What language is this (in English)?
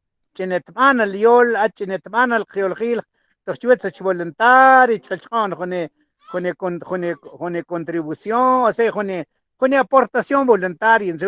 Mam